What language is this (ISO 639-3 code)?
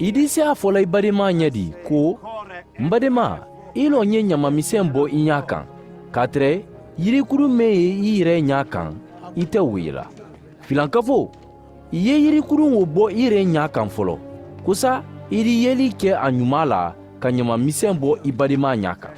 man